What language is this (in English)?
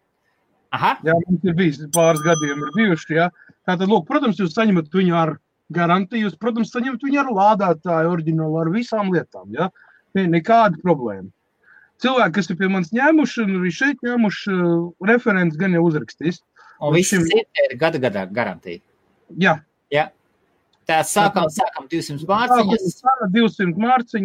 Latvian